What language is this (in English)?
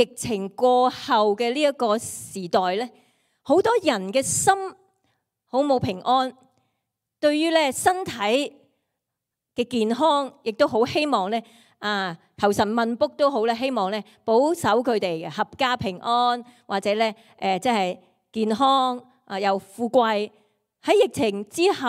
Cantonese